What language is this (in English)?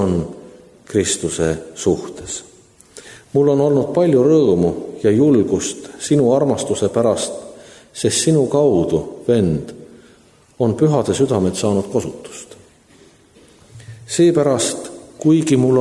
Estonian